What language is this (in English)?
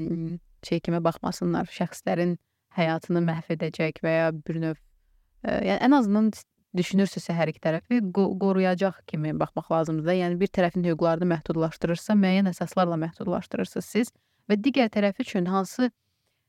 Azerbaijani